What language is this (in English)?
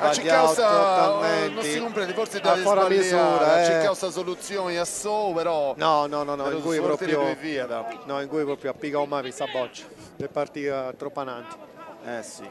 Sardinian